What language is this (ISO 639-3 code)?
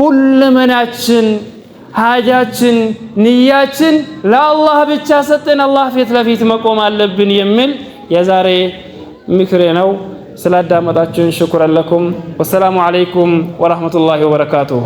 amh